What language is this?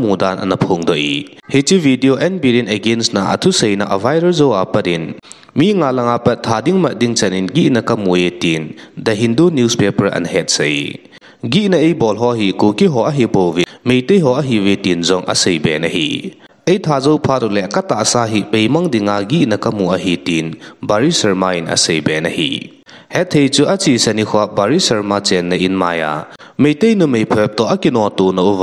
Thado Chin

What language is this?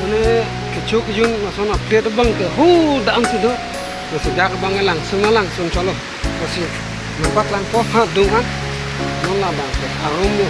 Karbi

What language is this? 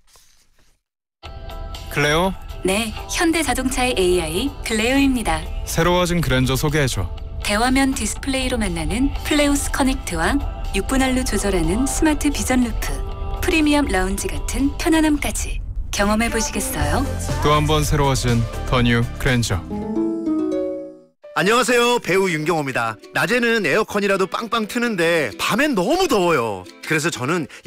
Korean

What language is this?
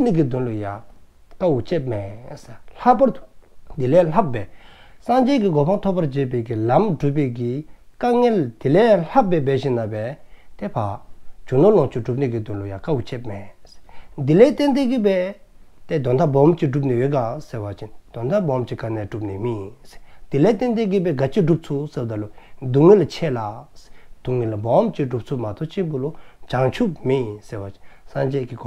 Dzongkha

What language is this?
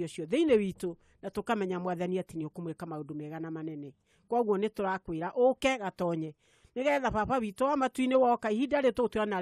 Kikuyu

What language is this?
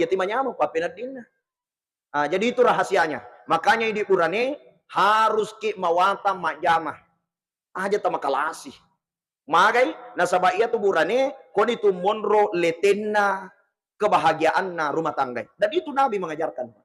Buginese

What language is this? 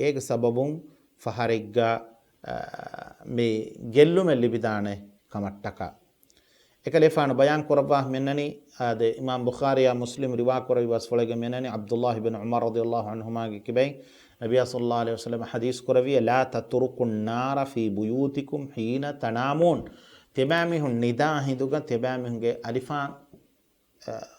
Divehi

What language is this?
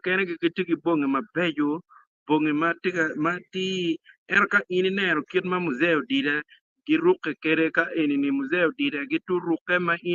Acoli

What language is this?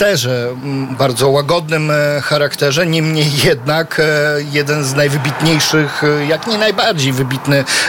Polish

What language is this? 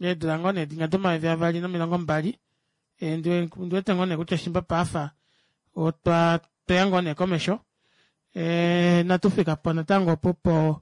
Kuanyama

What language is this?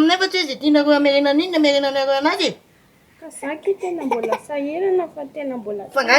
Malagasy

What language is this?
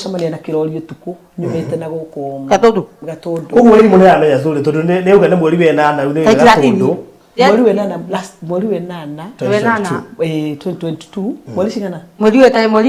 Kikuyu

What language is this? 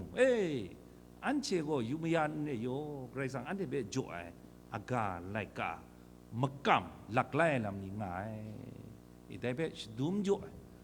Kachin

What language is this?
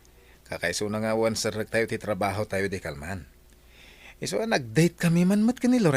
Iloko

